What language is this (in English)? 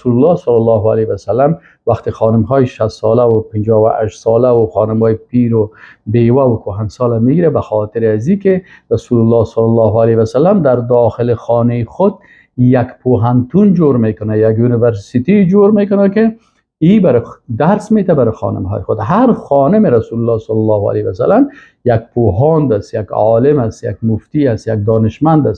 Persian